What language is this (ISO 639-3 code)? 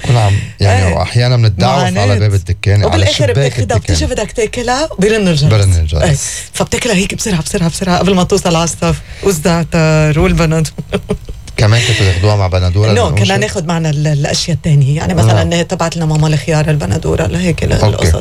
apc